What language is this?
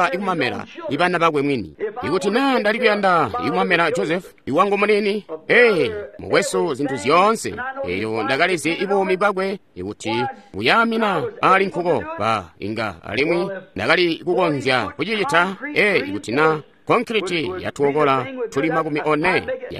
Tonga (Zambia)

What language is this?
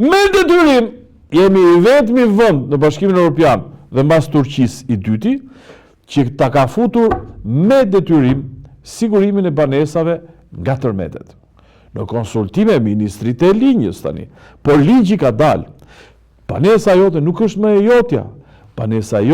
Albanian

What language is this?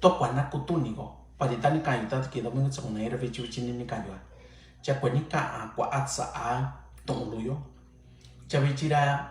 Mixtepec Mixtec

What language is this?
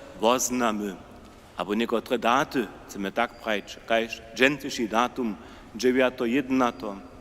Upper Sorbian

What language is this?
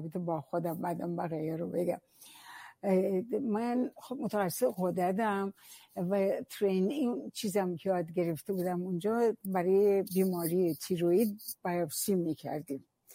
Persian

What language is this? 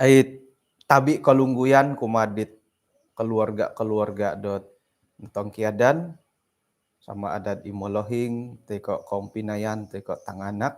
Central Dusun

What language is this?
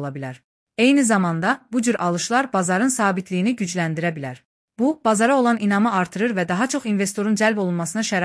Azerbaijani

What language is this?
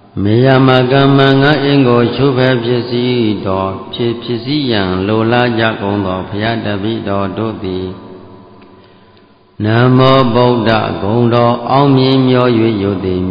Burmese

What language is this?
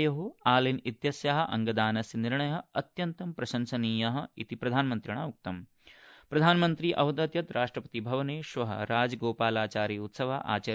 Sanskrit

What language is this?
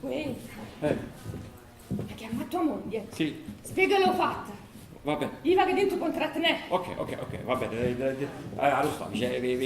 Neapolitan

